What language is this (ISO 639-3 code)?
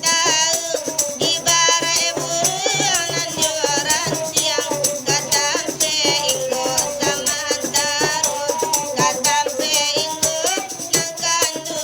min